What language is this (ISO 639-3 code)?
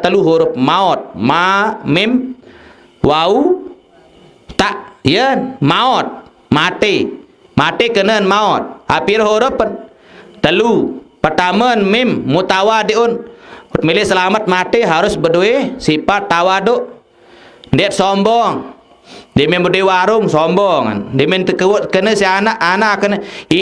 sas